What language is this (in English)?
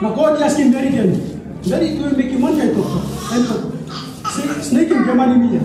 Tok Pisin